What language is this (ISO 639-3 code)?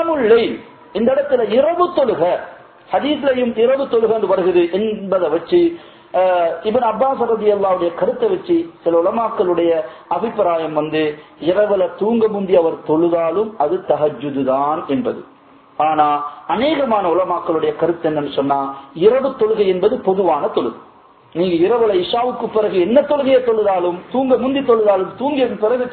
tam